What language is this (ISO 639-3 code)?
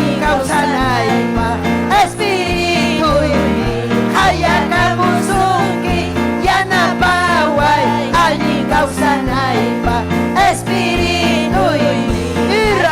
quy